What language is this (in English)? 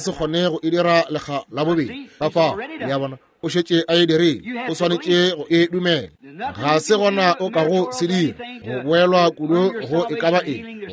Northern Sotho